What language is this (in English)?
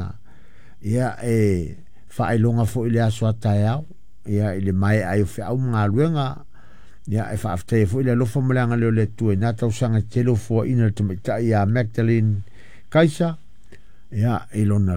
Samoan